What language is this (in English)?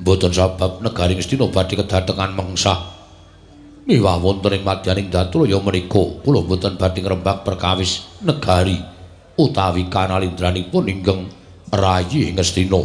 Javanese